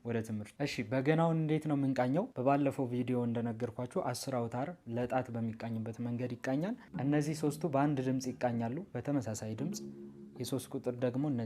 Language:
Amharic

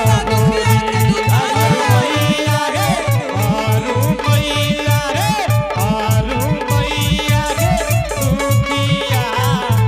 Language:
Angika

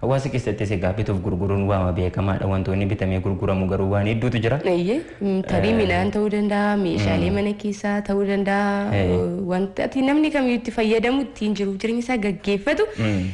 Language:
Oromo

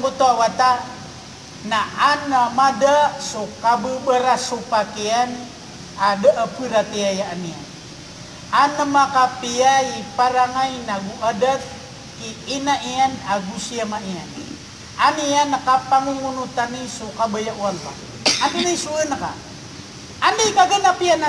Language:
Maranao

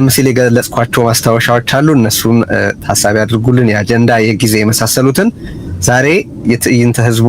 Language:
Amharic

